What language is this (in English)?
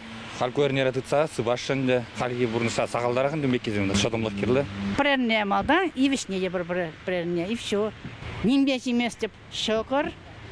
Chuvash